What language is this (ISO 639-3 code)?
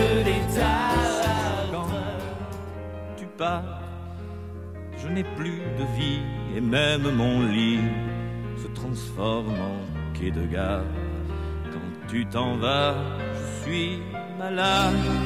fra